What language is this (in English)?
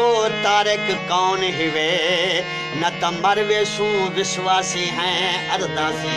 Saraiki